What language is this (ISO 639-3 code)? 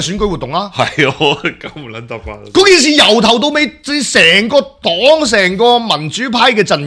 yue